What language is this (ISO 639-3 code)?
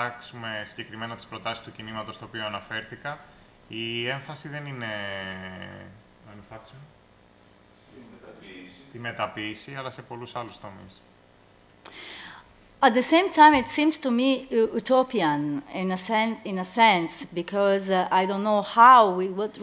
ell